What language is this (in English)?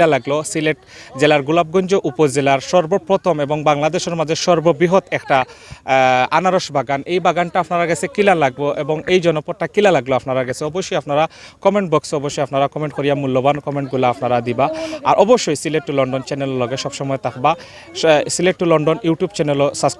Sylheti